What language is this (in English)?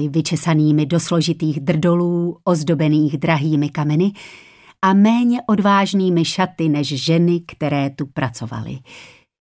Czech